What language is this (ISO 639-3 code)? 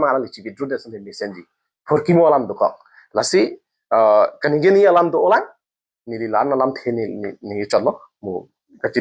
mjw